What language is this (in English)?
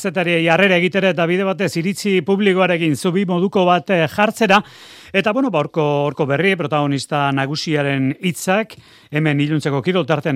Basque